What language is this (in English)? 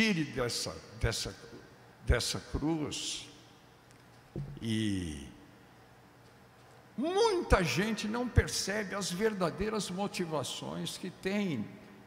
Portuguese